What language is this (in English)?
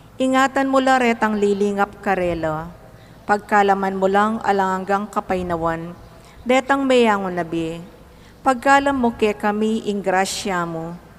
Pampanga